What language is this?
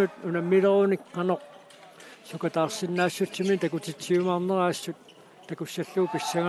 Kalaallisut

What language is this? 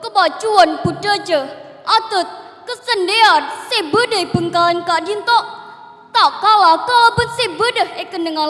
Madurese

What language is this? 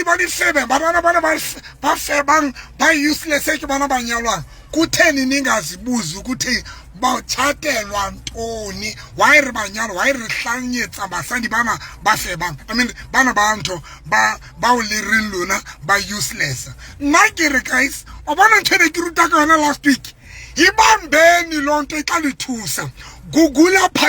Southern Sotho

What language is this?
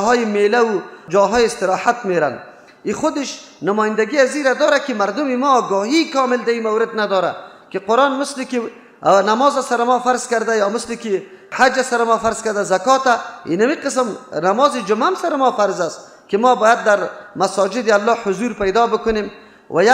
Persian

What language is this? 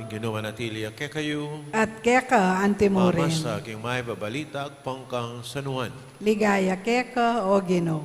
Pampanga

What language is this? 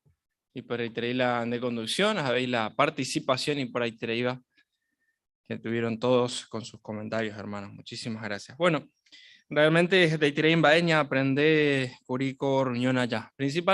Guarani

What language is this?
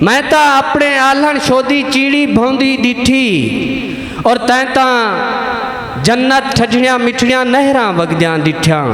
Saraiki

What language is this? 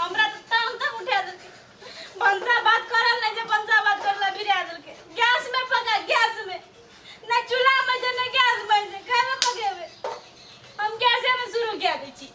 Maithili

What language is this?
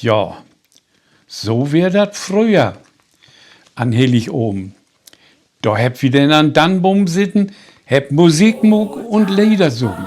Low German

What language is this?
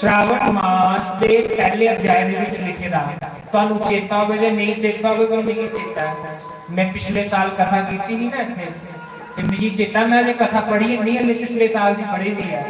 Dogri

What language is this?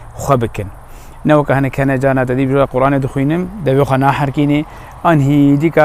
Kurdish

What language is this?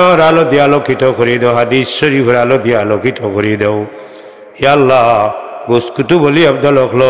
Sylheti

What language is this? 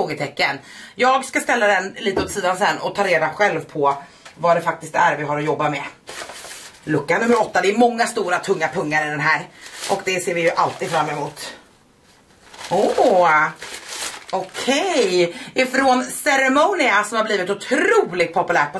Swedish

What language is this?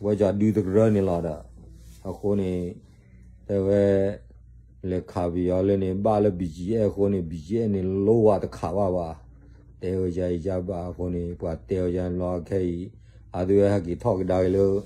S'gaw Karen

